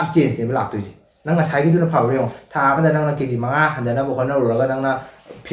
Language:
Manipuri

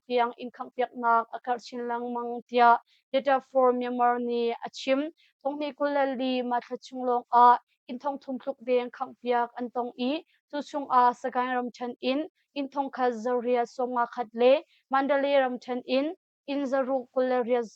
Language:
Hakha Chin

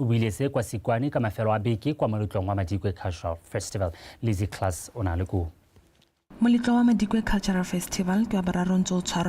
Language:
Tswana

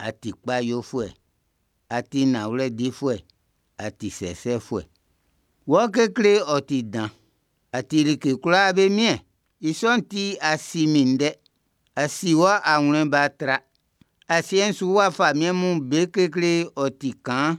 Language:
Baoulé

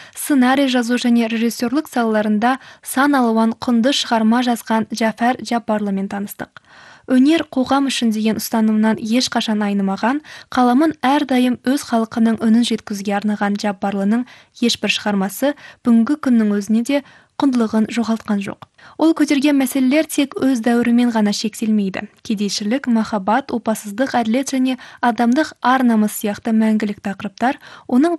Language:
Kazakh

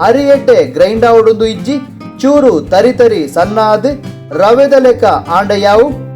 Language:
Tulu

